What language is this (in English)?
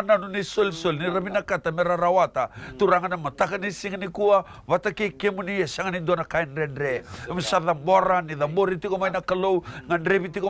Fijian